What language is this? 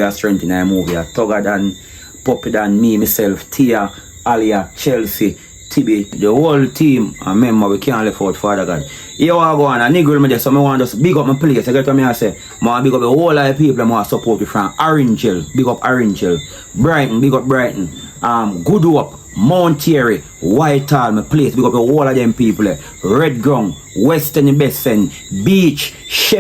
Jamaican Creole English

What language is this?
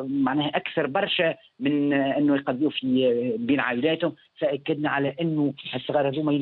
Tunisian Arabic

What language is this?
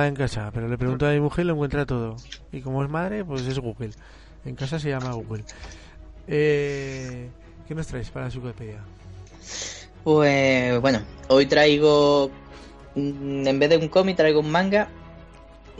Spanish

